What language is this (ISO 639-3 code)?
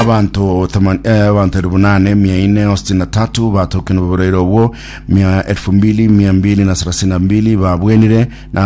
guz